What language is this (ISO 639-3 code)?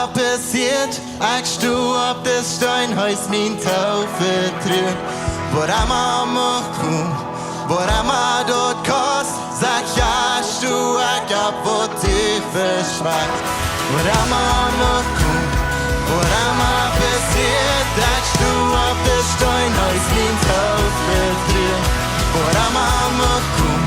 pdt